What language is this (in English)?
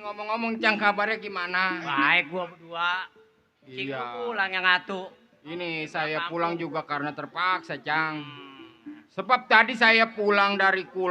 Betawi